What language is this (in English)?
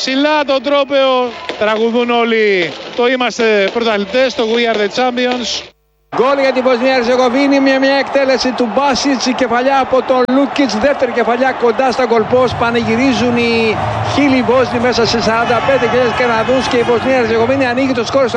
Greek